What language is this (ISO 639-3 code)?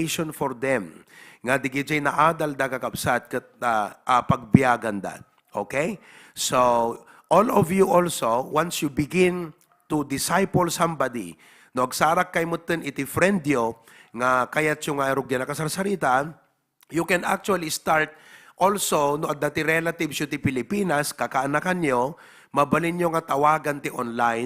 ilo